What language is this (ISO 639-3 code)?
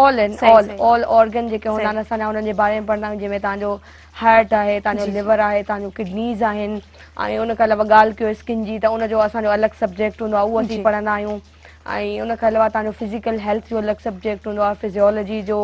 snd